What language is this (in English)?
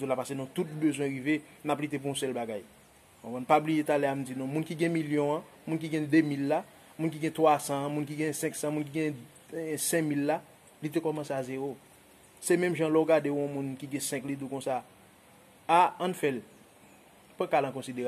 Haitian Creole